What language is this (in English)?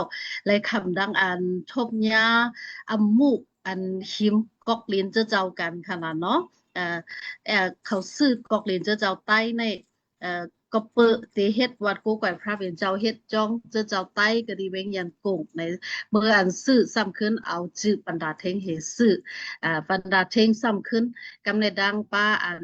Shan